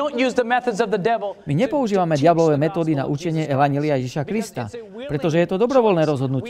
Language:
Slovak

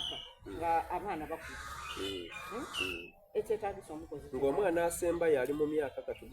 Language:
Soga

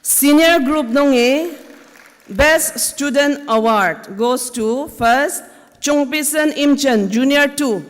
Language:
Ao Naga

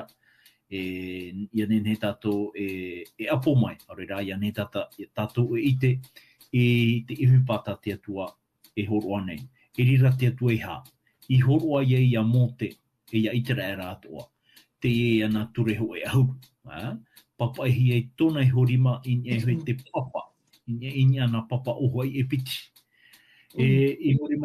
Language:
Tahitian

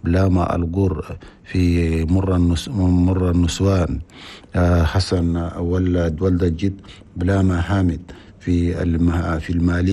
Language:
Chadian Arabic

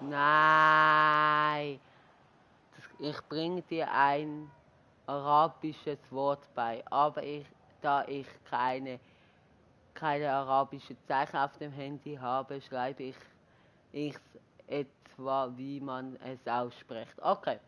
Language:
Swiss German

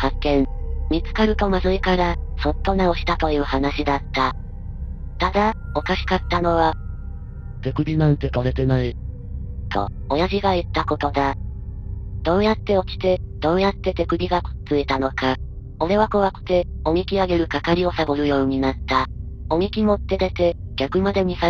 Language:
Japanese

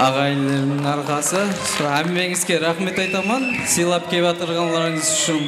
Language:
Kara-Kalpak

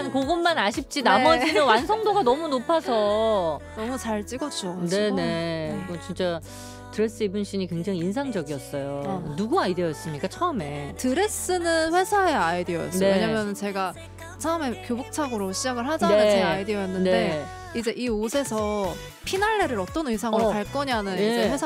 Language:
Korean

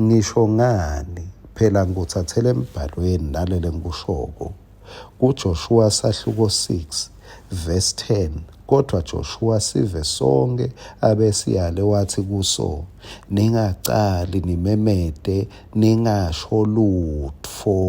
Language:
Swati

